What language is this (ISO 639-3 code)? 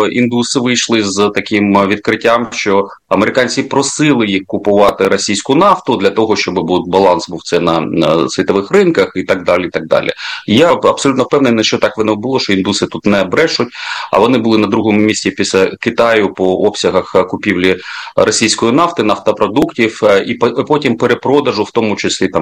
ukr